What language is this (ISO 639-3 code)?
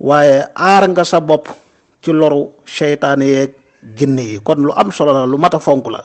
wol